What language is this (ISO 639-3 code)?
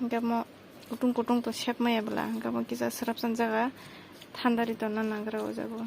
trp